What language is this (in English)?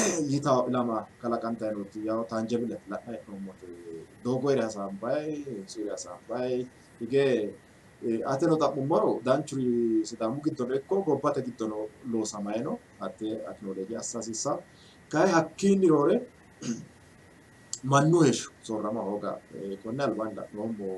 Sidamo